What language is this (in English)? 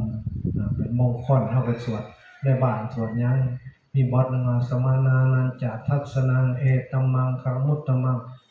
Northeastern Thai